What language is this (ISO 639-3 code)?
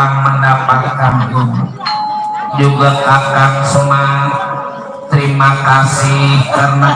bew